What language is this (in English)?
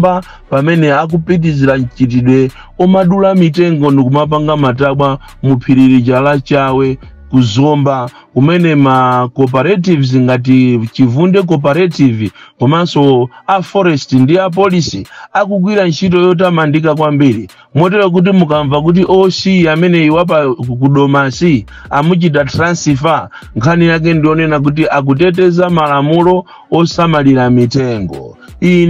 Nyanja